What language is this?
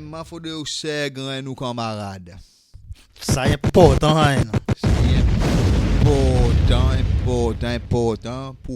Seselwa Creole French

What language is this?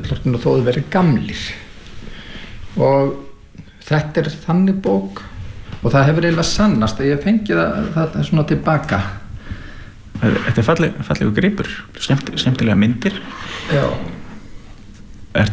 Icelandic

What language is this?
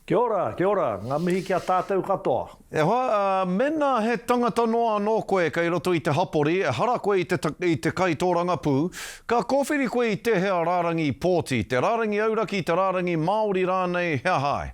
Māori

